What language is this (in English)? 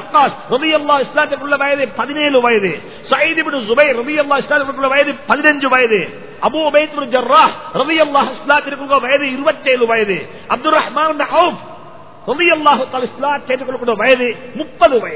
Tamil